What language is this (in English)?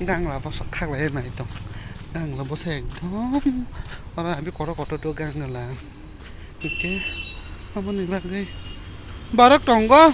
Kok Borok